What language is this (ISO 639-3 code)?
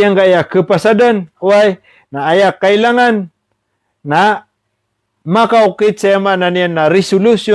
mrw